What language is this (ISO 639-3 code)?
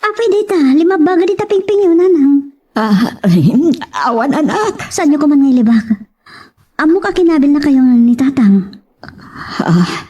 ilo